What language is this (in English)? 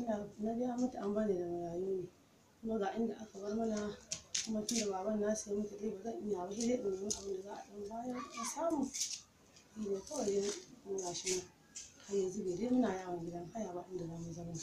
Hausa